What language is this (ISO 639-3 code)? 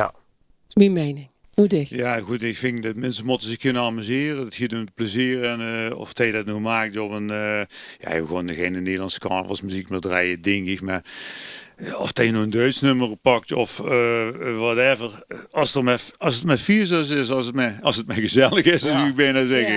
lim